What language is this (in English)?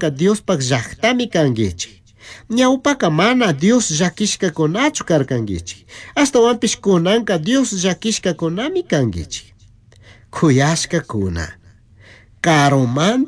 Chimborazo Highland Quichua